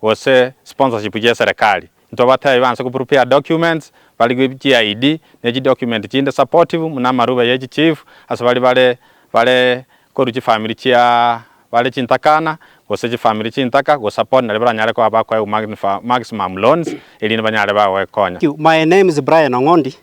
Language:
Gusii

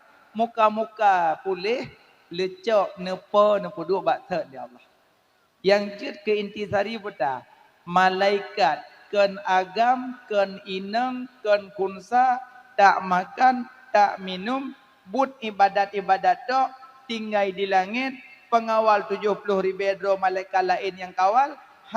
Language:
Achinese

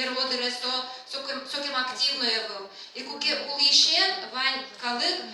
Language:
Udmurt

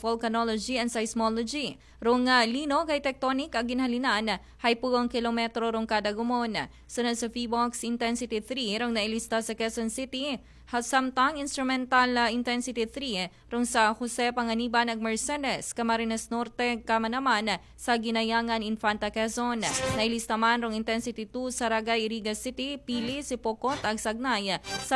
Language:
Aklanon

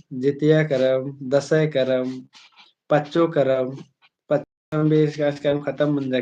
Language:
Kurukh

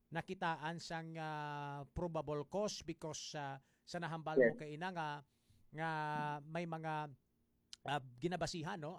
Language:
Hiligaynon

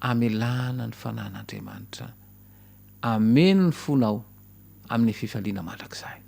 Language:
Malagasy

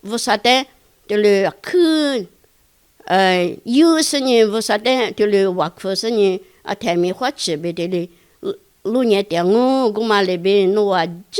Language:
Lisu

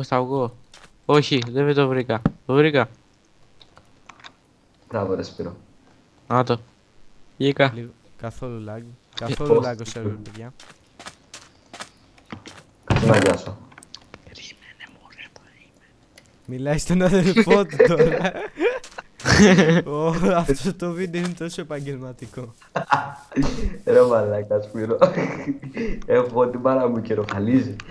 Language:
Greek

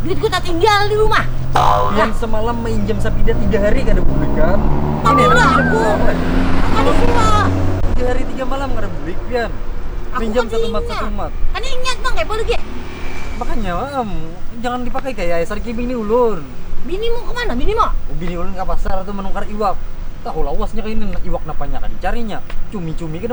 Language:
Banjar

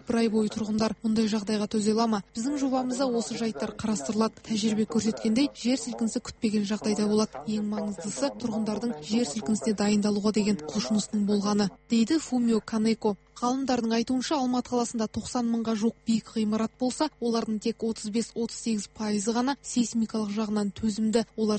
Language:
Kazakh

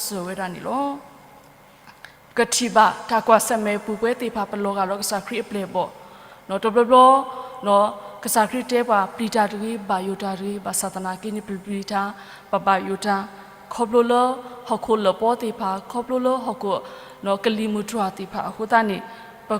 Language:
S'gaw Karen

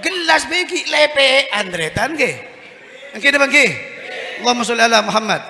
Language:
Madurese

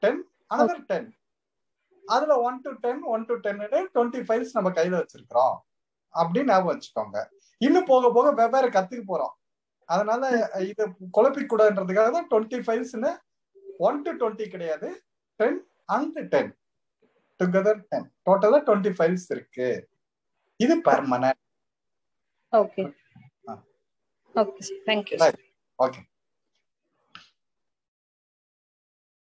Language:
Tamil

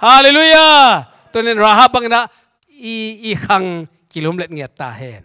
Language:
Tedim Chin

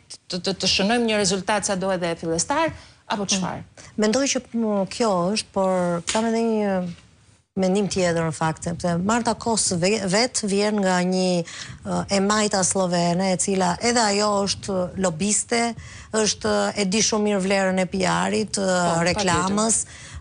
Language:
Albanian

